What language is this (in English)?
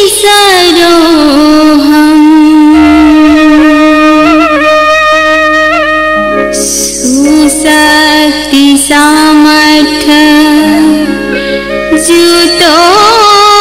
Odia